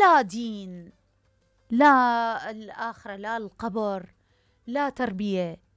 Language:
Mesopotamian Arabic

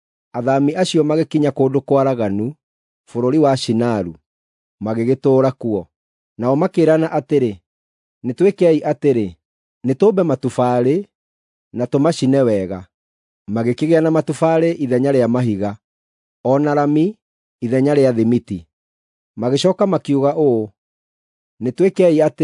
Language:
Kikuyu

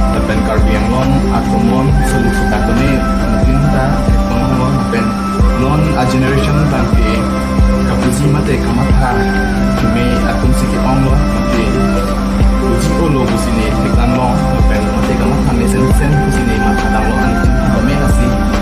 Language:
Karbi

